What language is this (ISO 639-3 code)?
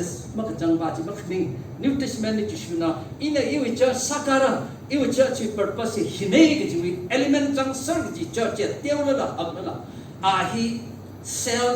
nmf